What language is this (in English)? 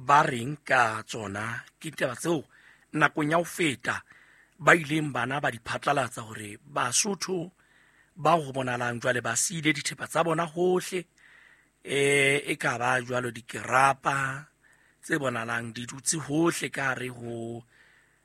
Southern Sotho